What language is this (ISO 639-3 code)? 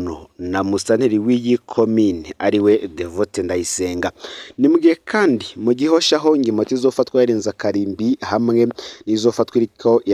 run